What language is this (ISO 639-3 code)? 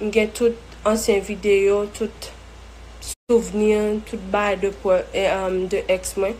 hat